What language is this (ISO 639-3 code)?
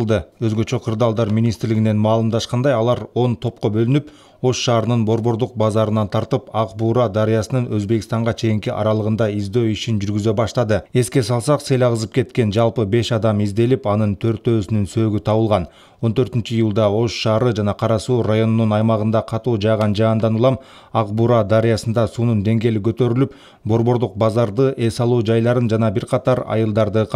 kir